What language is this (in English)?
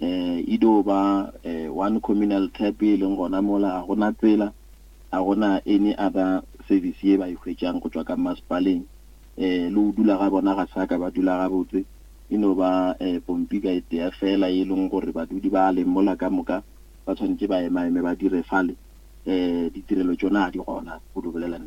Northern Sotho